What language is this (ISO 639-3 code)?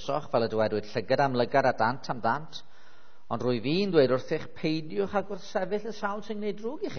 cym